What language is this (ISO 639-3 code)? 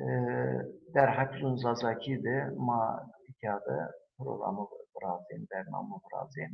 zza